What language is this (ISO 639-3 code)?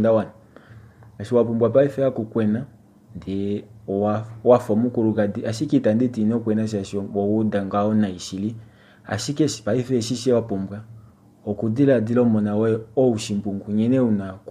kua